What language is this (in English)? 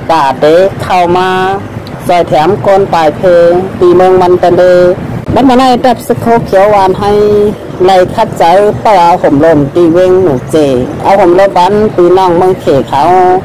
Shan